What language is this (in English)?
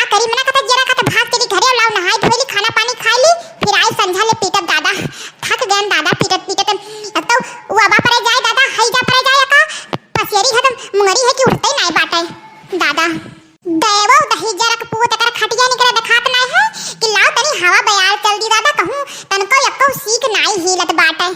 Awadhi